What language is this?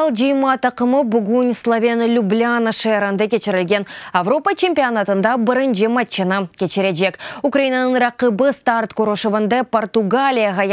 Crimean Tatar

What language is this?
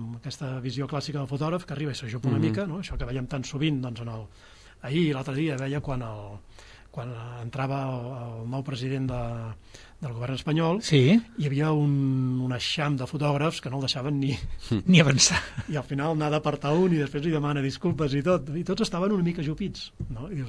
Catalan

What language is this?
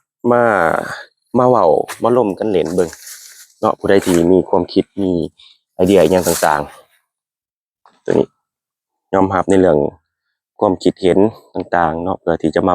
Lao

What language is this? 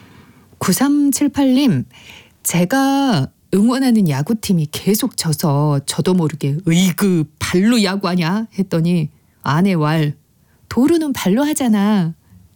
Korean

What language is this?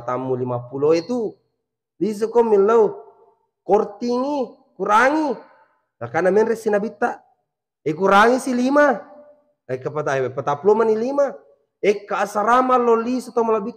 Buginese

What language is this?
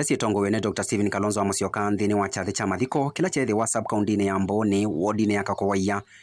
Kamba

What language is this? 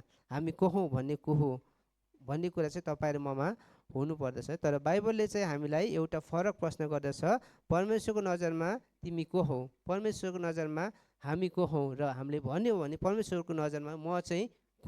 Nepali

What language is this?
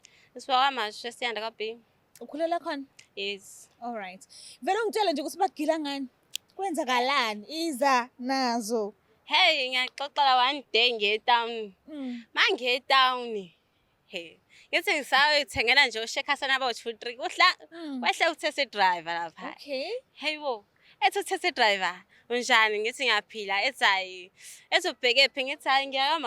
Zulu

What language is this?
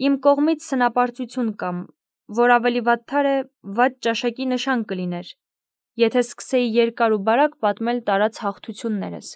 Armenian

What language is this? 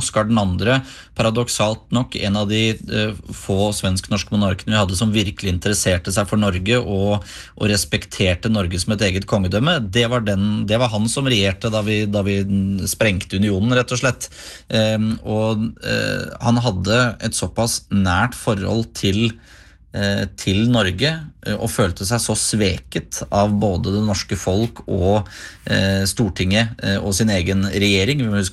Norwegian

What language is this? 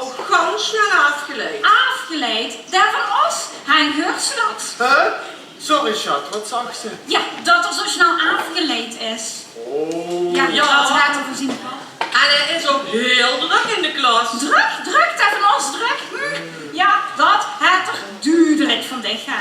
Limburgish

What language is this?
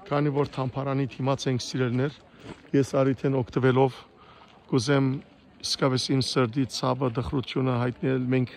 Western Armenian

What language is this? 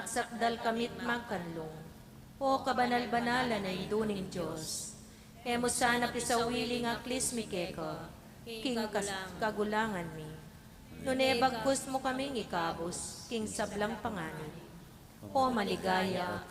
Pampanga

